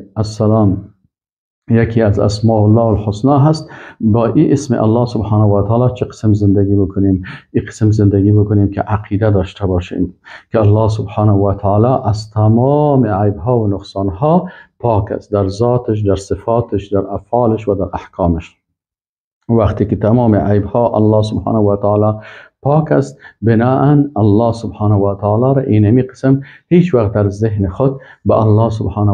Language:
Persian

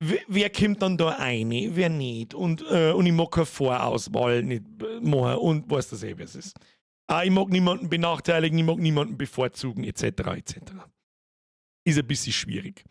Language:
Bavarian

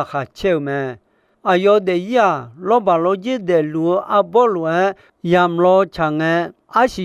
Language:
Akha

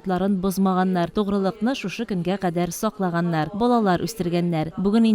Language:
Tatar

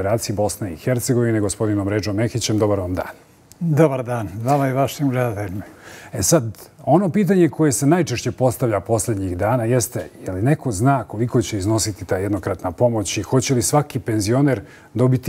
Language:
Bosnian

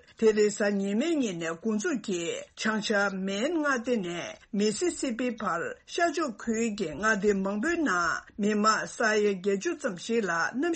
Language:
Tibetan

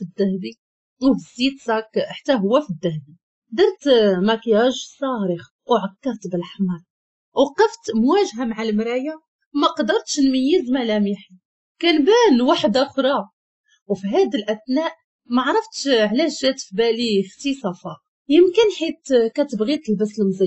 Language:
Moroccan Arabic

